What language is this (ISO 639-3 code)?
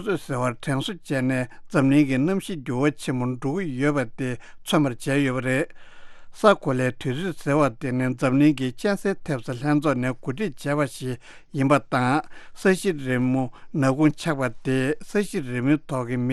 bod